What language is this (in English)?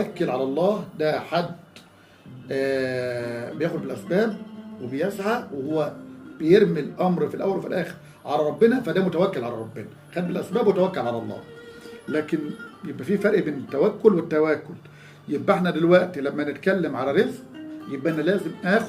Egyptian Arabic